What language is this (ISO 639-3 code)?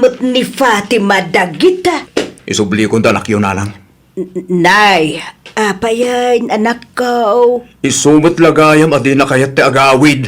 ilo